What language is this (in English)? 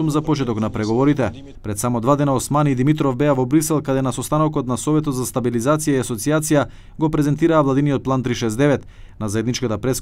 Macedonian